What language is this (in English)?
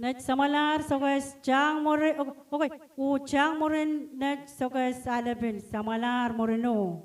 Pohnpeian